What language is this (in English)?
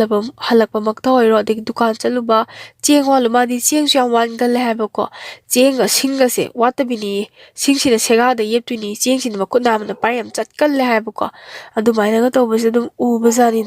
Manipuri